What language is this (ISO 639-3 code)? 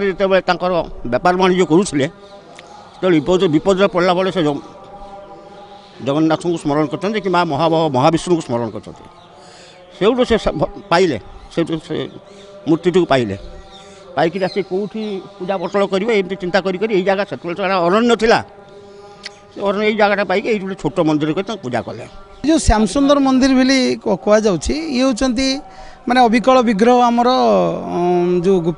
ori